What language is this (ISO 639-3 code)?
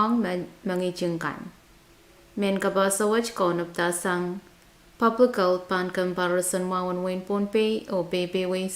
pon